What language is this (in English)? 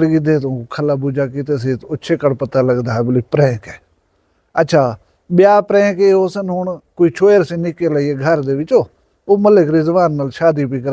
Saraiki